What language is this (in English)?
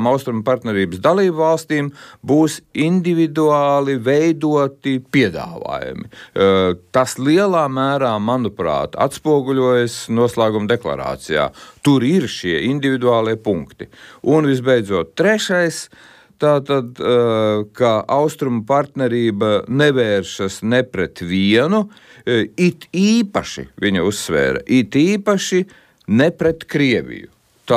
Latvian